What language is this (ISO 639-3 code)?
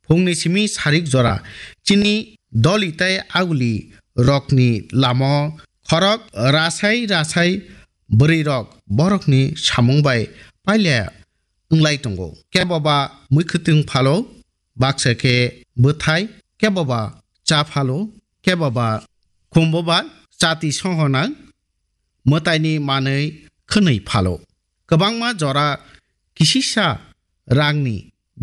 trp